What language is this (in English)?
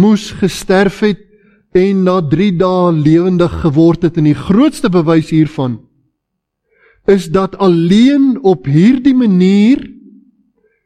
Afrikaans